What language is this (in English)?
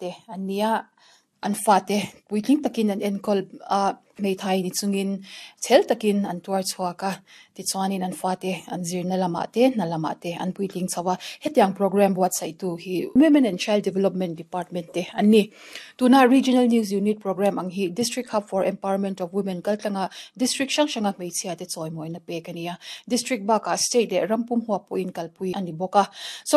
Mizo